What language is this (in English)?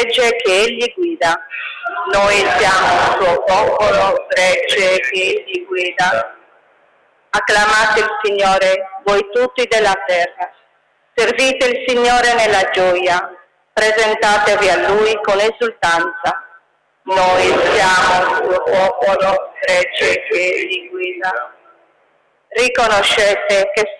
Italian